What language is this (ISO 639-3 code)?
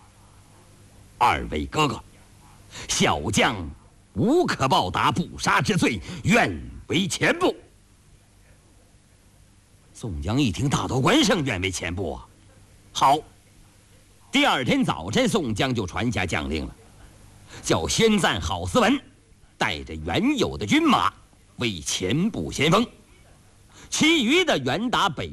zho